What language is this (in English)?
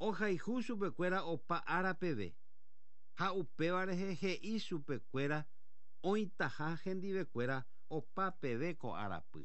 Guarani